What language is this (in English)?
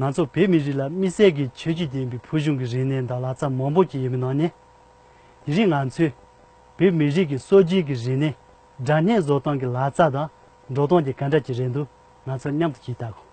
Tibetan